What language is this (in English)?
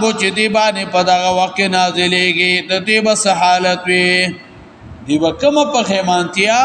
Pashto